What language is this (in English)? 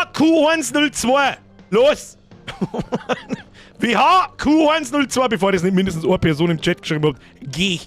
Bavarian